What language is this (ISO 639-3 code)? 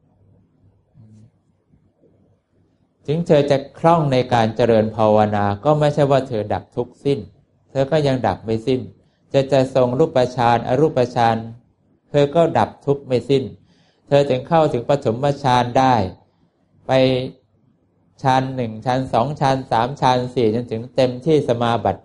tha